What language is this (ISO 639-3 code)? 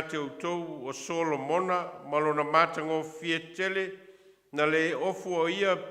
smo